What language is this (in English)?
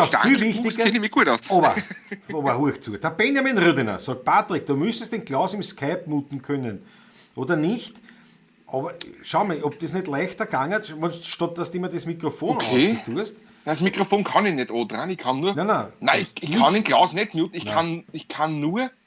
Bavarian